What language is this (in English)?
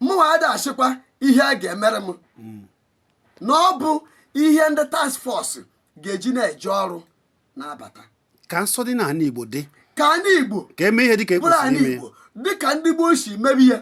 Igbo